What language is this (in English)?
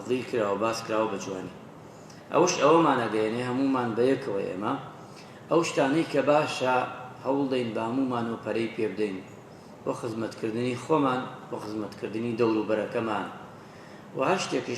Central Kurdish